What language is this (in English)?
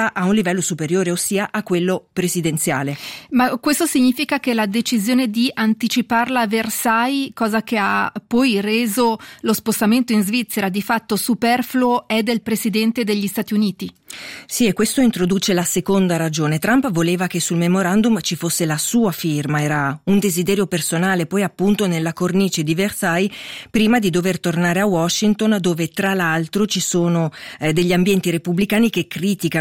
Italian